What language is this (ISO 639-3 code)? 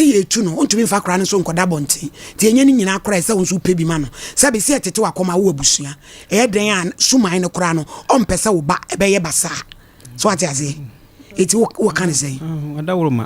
aka